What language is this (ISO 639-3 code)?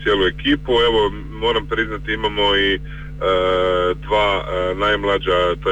hrv